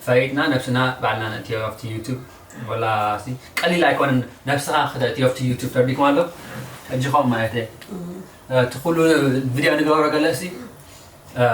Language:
Tigrinya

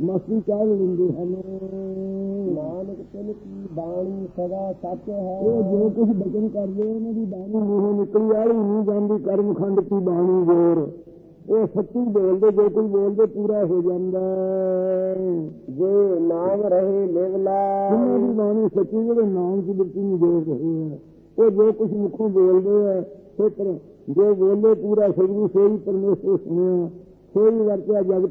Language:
Punjabi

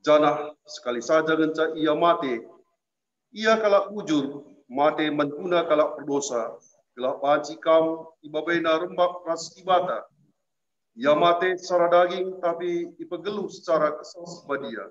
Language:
Batak Karo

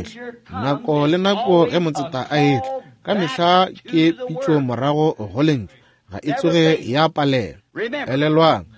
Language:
Northern Sotho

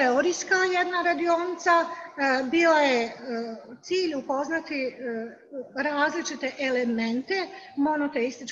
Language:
Bosnian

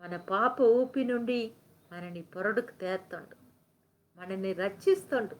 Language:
Koya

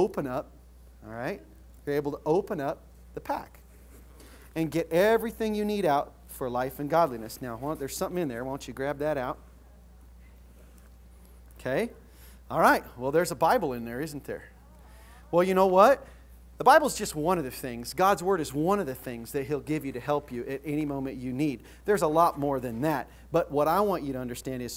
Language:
English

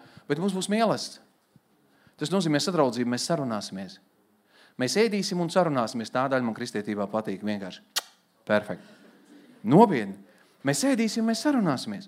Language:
Latvian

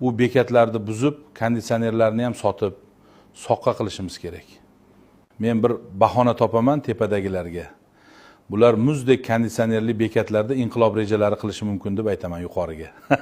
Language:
Uzbek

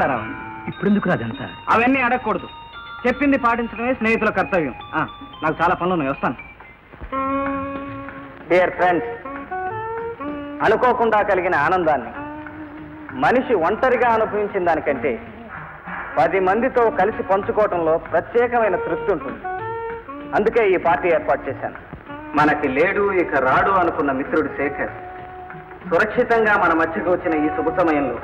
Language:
Telugu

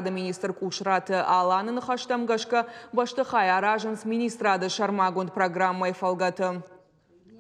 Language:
Ossetic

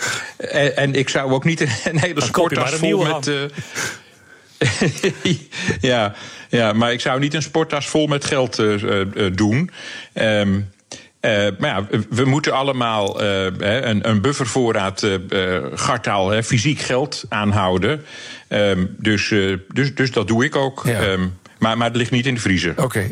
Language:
Dutch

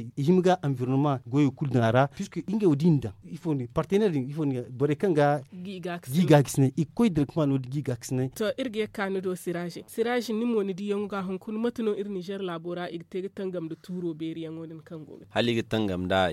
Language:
Zarma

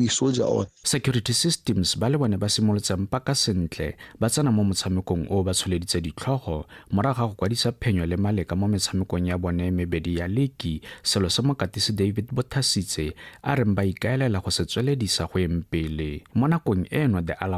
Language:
Tswana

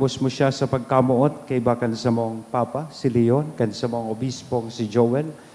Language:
Bikol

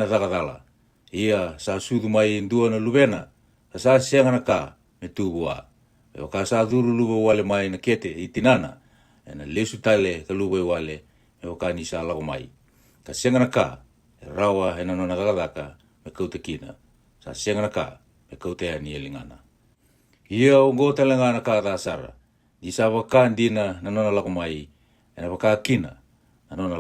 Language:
Fijian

